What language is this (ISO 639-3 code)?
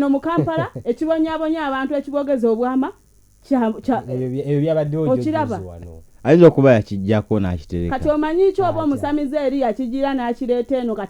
lug